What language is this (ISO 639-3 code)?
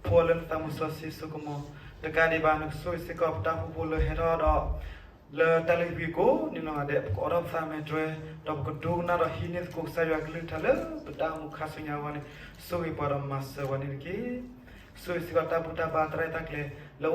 ksw